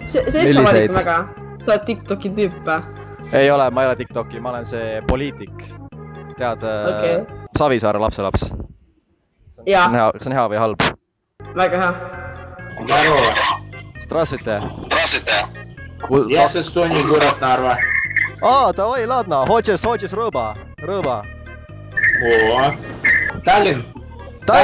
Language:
Estonian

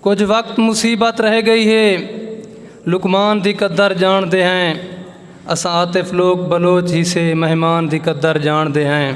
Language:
Saraiki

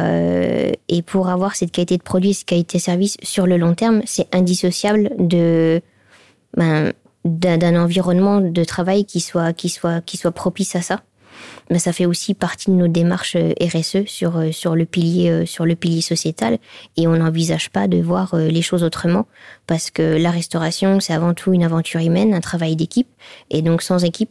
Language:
Luxembourgish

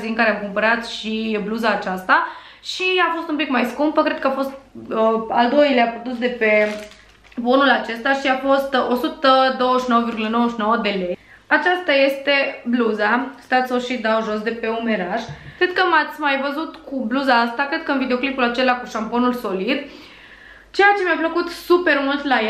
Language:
Romanian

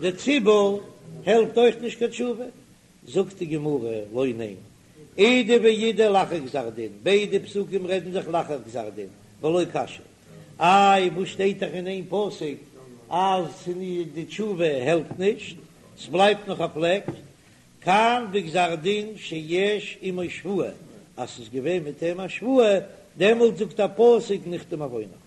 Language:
Yiddish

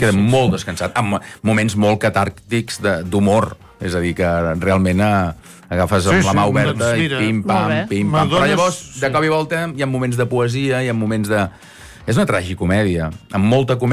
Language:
Catalan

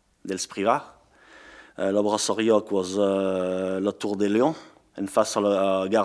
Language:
Occitan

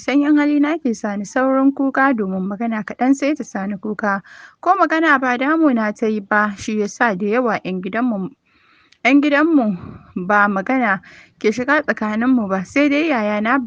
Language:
Hausa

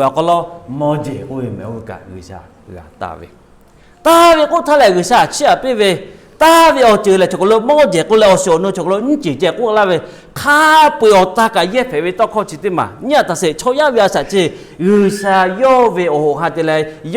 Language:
Lahu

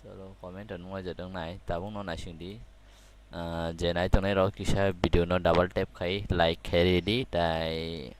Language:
Kok Borok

